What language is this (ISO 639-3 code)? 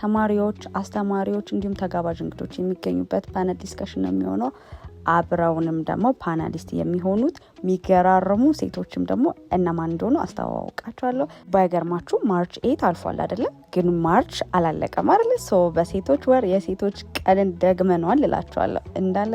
amh